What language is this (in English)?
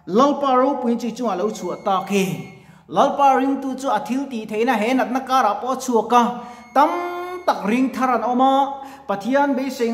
Mizo